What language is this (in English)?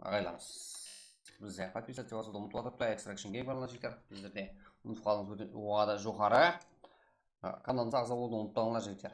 Kara-Kalpak